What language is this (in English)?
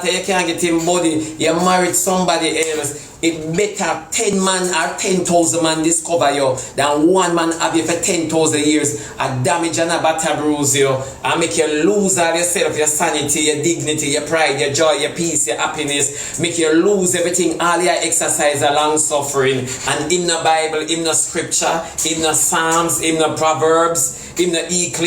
Jamaican Creole English